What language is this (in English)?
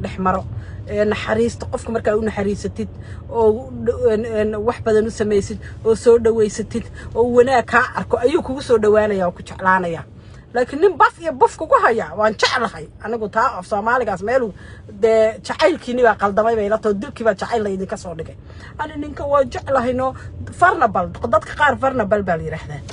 Somali